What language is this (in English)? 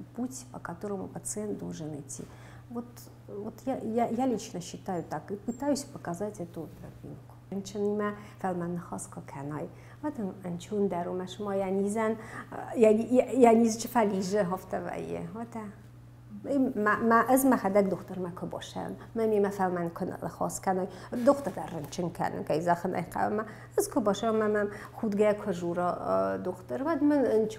Ossetic